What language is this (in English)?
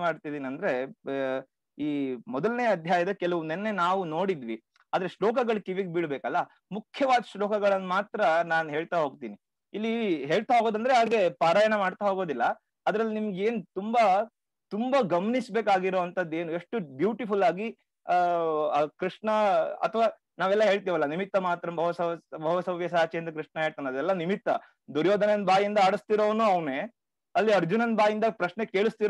Kannada